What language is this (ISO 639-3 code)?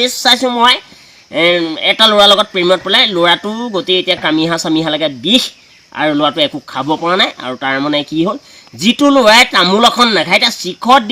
asm